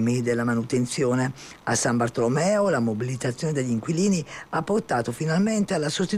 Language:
Italian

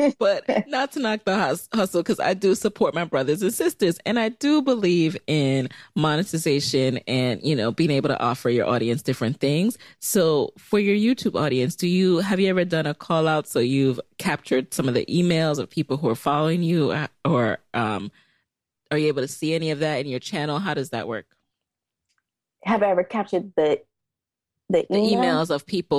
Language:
English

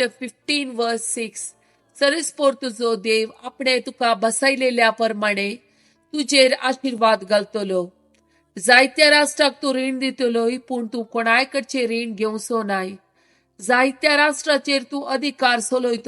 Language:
Konkani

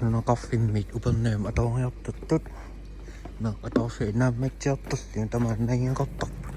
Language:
Kalaallisut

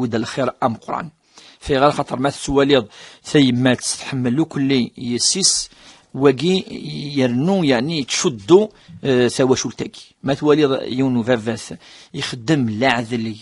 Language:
Kabyle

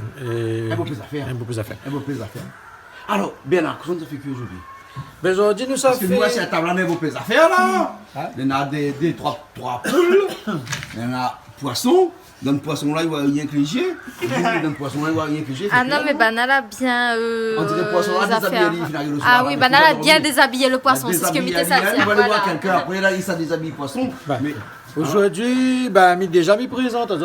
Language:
Réunion Creole French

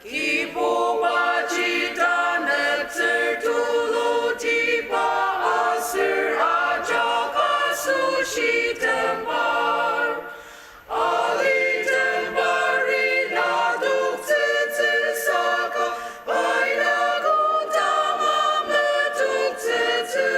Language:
Ao Naga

